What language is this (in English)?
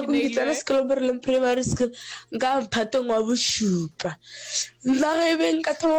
Northern Sotho